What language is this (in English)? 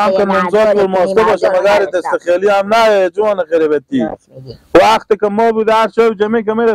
Hazaragi